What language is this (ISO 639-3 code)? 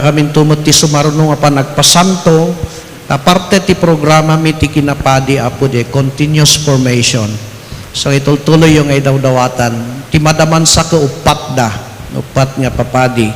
ilo